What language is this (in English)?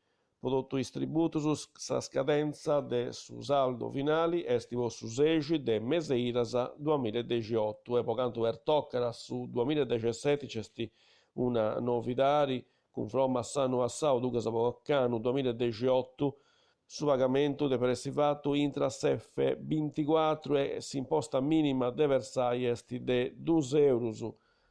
Sardinian